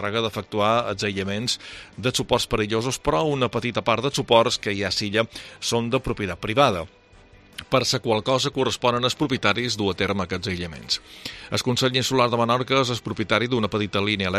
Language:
Catalan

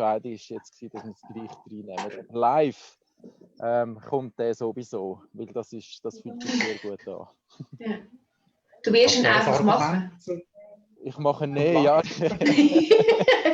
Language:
Swiss German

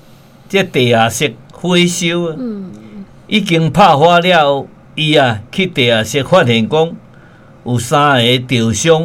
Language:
Min Nan Chinese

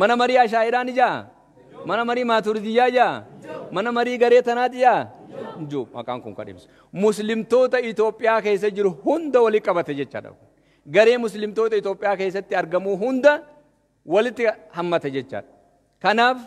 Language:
Oromo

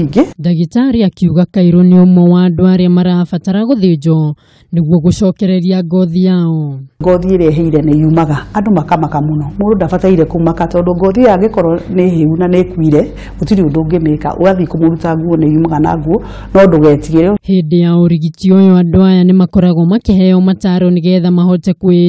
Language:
Kikuyu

